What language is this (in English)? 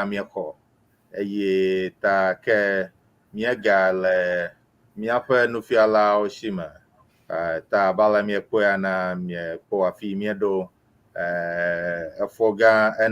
Ewe